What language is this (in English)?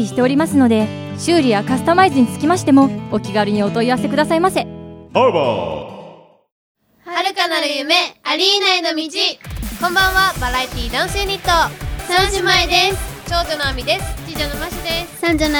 Japanese